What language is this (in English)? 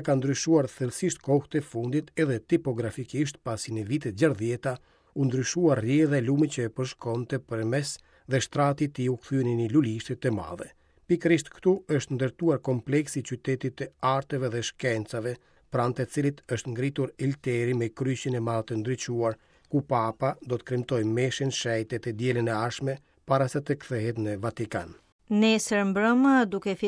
Albanian